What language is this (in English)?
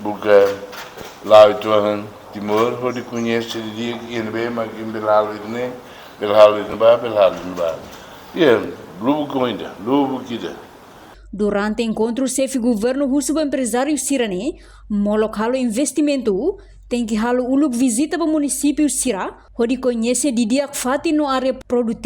Tetum